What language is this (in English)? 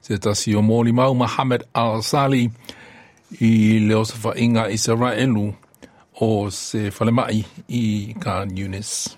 Samoan